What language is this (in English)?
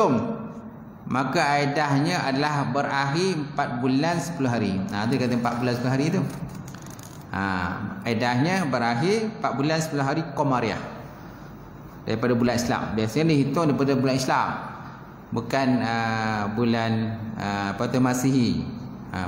Malay